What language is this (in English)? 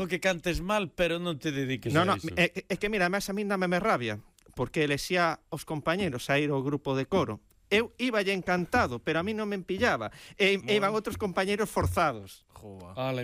Galician